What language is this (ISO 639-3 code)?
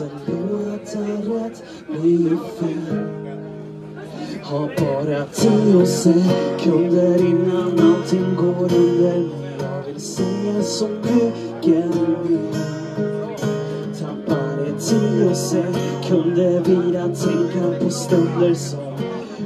swe